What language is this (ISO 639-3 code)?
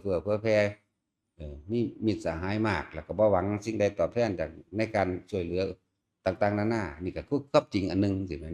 tts